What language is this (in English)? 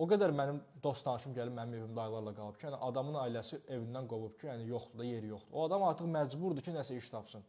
Azerbaijani